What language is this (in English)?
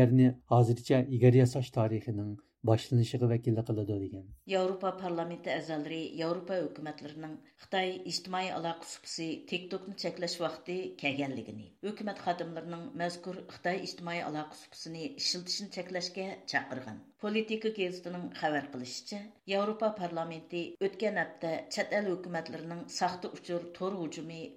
Uyghur